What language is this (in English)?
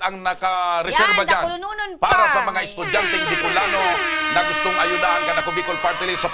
Bikol